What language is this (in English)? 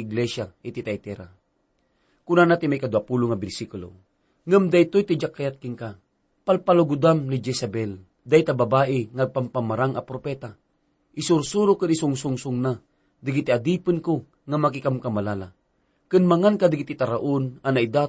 Iloko